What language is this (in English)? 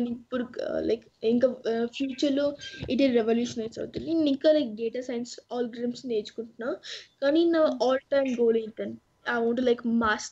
Telugu